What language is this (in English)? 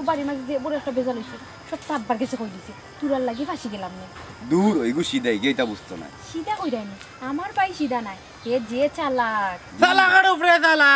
Sylheti